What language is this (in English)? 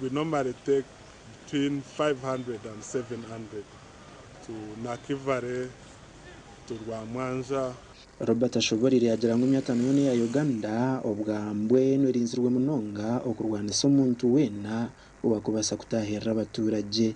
Nyankole